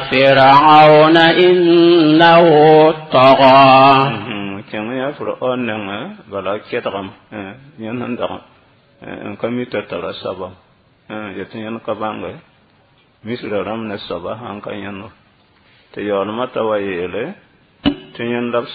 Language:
Mossi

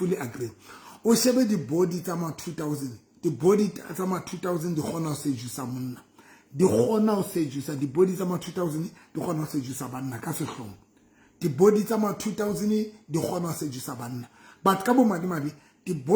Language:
Southern Sotho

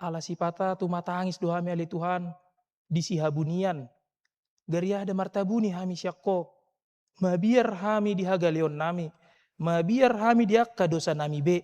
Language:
Batak Toba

